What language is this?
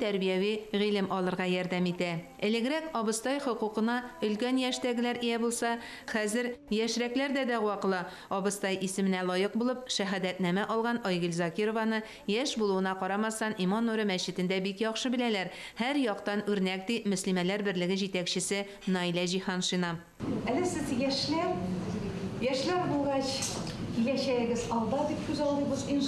Tatar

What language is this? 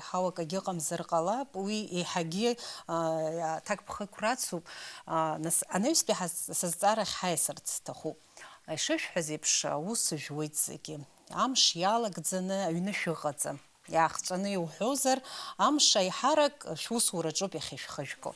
Abkhazian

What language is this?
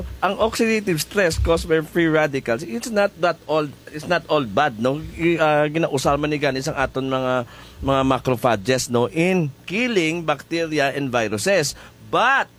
Hiligaynon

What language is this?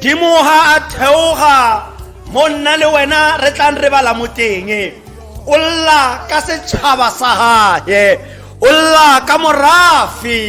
Tswana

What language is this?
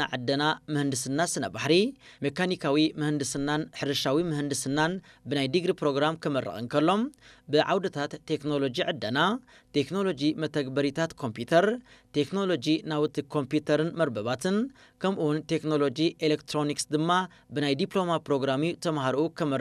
Tigrinya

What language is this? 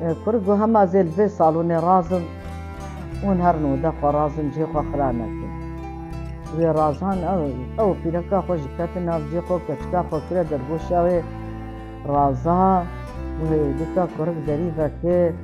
Kurdish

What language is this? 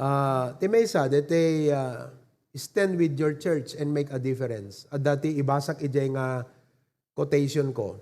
Iloko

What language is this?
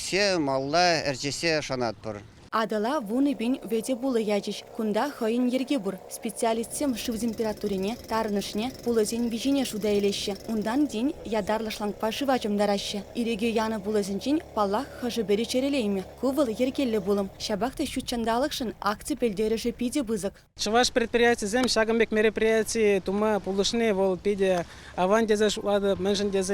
Chuvash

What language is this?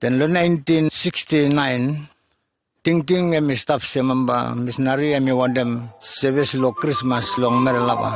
Bislama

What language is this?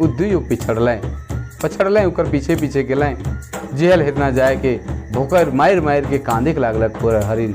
Sadri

